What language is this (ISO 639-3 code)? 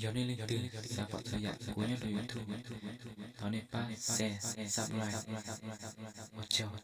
hmn